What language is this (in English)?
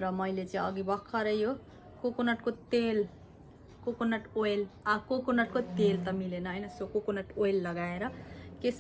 Nepali